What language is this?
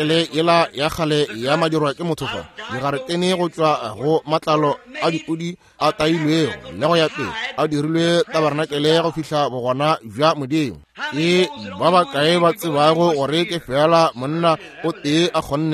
Northern Sotho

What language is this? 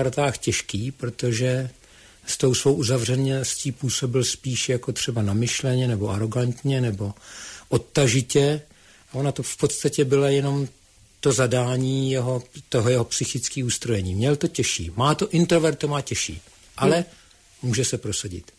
Czech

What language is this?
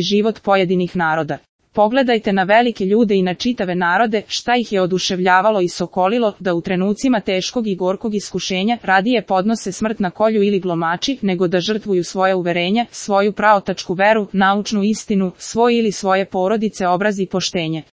Serbian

